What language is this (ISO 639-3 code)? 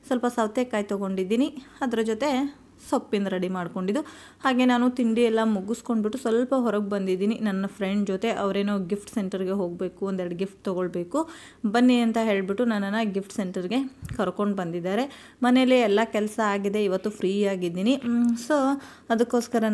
kan